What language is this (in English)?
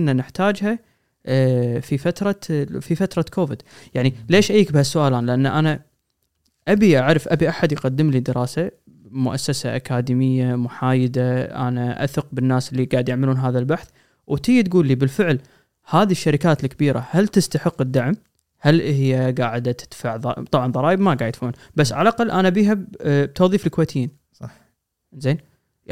Gulf Arabic